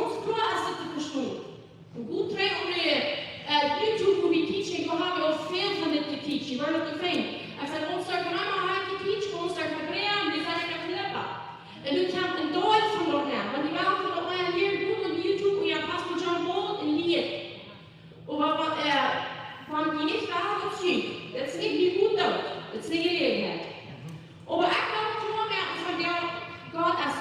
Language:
Plautdietsch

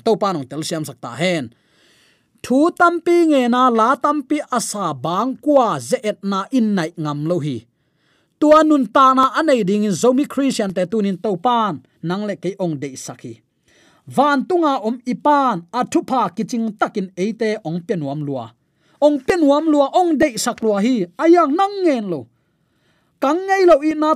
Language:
Tedim Chin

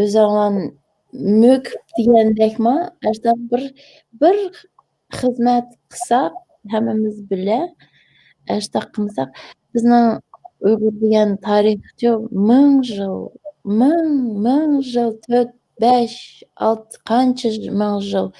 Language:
Uyghur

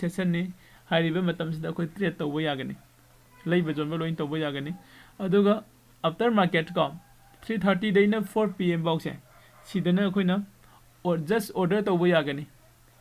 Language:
Manipuri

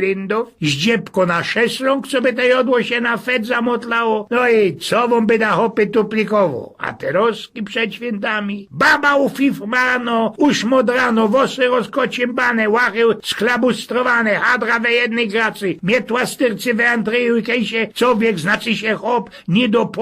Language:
Silesian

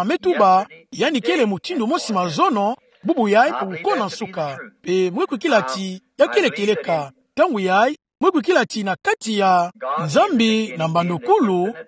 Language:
Kituba (Democratic Republic of Congo)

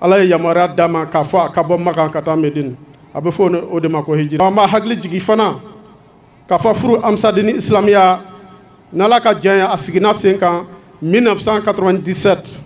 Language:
Bambara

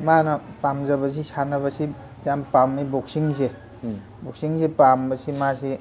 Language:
Manipuri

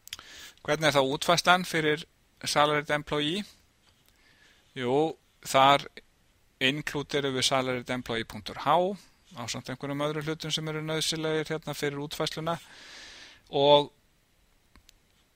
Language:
Icelandic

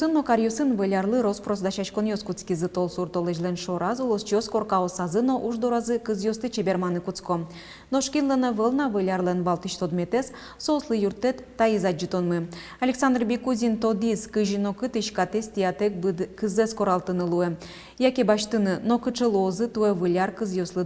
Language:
Udmurt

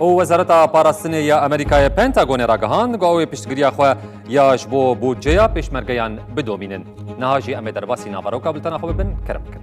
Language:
Kurdish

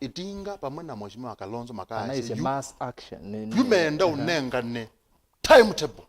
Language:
Kamba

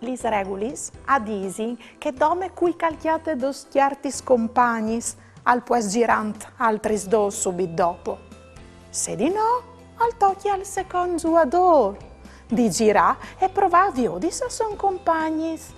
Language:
Friulian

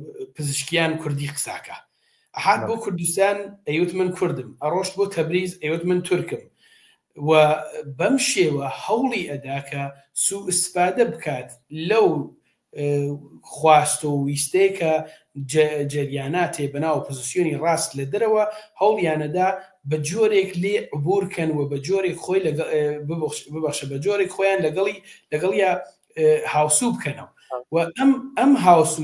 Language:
Central Kurdish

